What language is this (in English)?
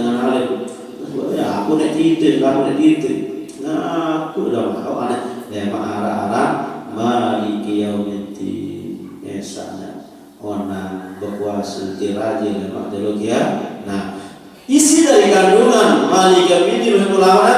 Sasak